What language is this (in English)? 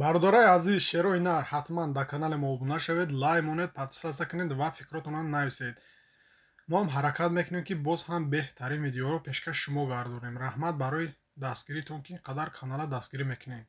Tajik